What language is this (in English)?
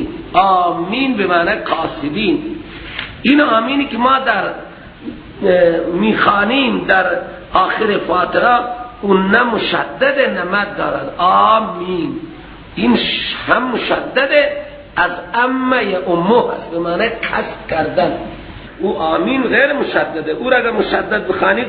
Persian